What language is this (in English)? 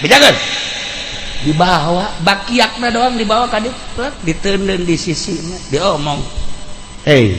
Sundanese